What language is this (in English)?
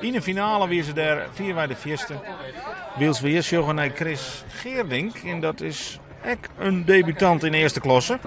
Western Frisian